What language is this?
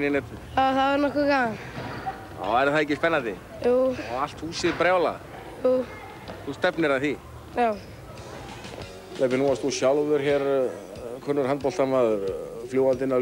Icelandic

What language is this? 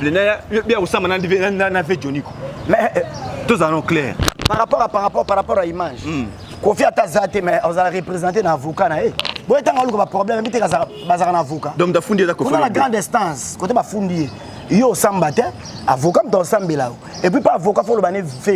Lingala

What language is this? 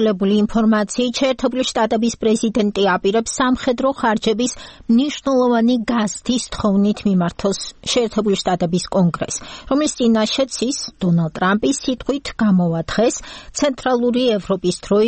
Georgian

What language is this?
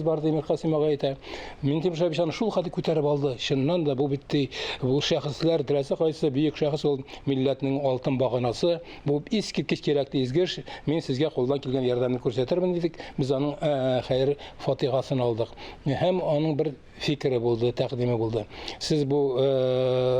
Tatar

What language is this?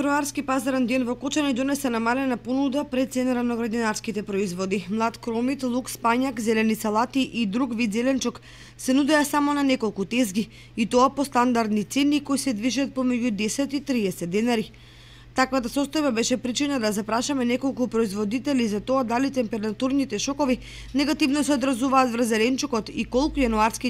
Macedonian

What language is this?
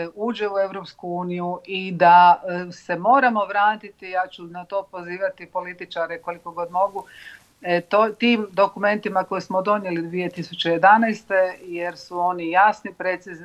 Bosnian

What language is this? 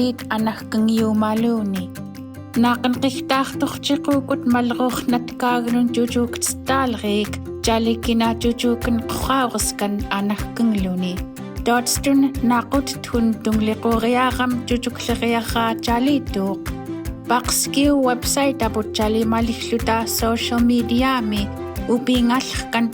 Central Yupik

